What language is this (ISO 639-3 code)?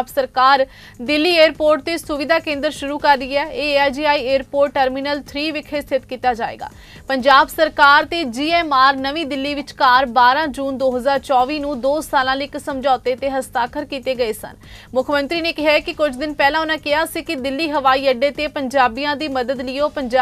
pan